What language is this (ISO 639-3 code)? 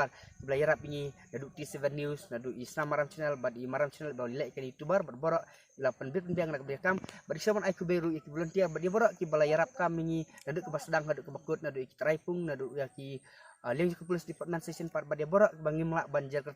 kha